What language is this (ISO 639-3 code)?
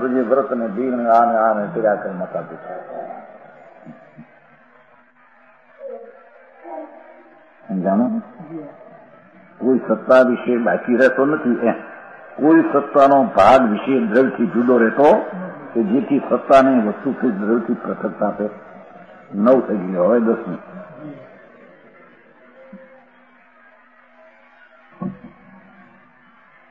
guj